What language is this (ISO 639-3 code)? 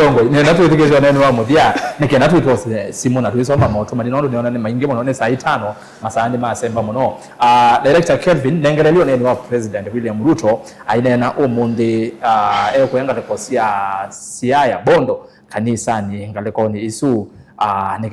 kam